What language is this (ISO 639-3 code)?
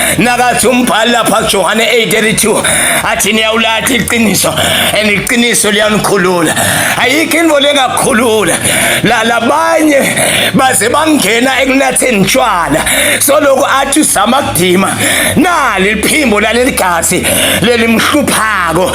zul